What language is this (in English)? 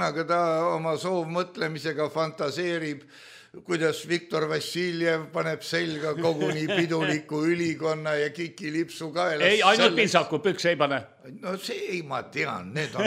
Estonian